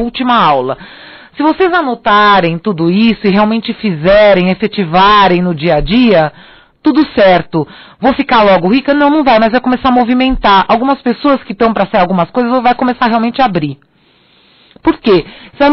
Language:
Portuguese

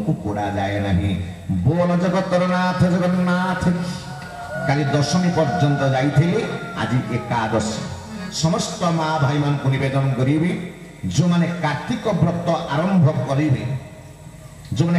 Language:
Odia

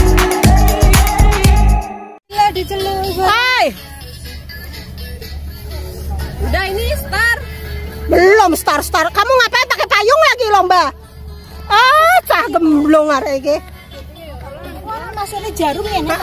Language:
Indonesian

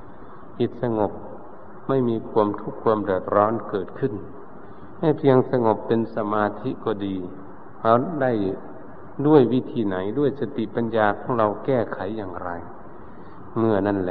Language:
Thai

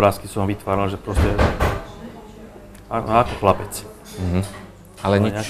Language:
Slovak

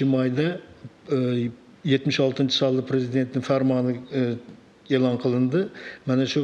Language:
Uzbek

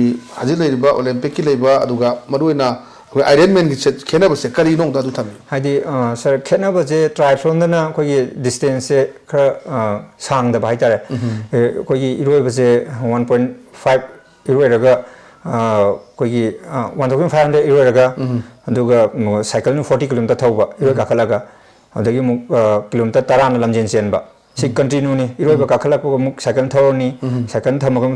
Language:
Manipuri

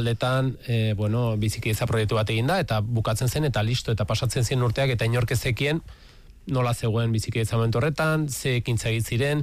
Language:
Basque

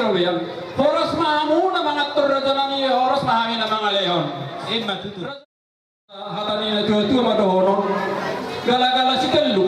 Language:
Batak Toba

